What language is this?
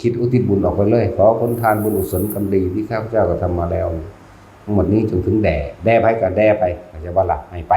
Northeastern Thai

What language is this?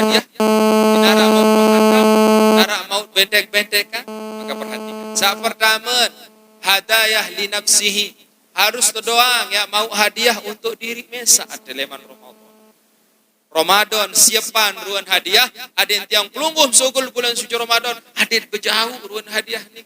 Sasak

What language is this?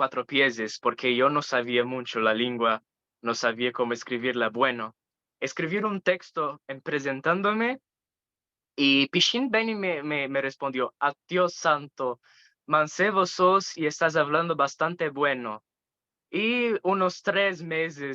Ladino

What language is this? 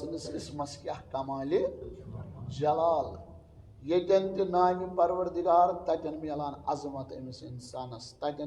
Kashmiri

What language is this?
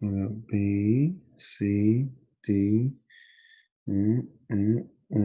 Māori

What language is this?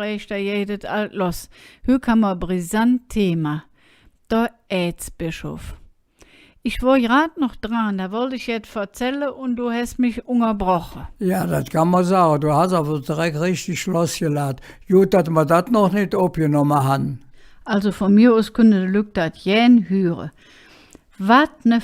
Colognian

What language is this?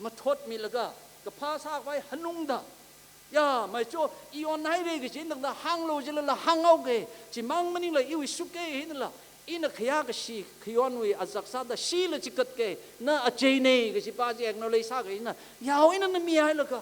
Tangkhul Naga (India)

